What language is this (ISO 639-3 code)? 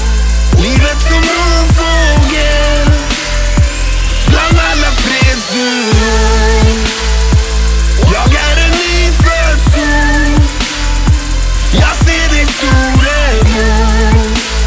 swe